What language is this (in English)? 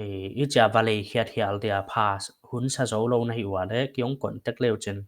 Paite Chin